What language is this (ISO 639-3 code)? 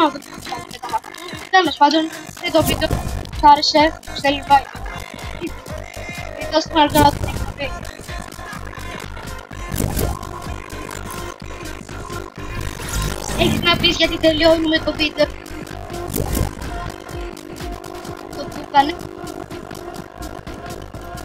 ell